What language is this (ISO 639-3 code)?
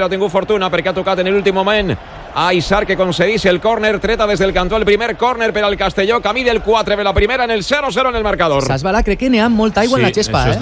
cat